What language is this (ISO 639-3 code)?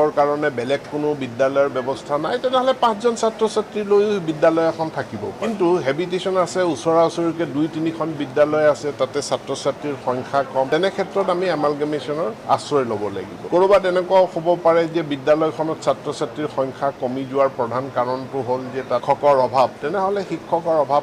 asm